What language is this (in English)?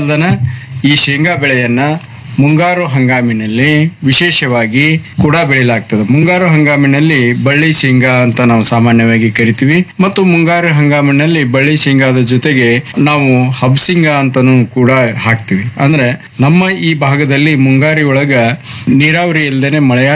Kannada